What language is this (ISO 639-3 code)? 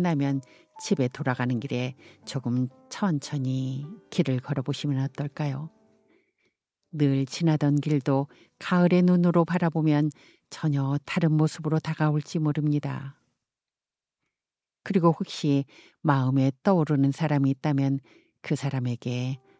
kor